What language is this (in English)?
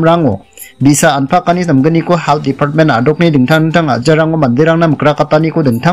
Garo